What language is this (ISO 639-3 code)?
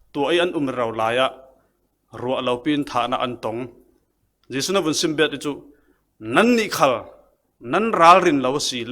cfm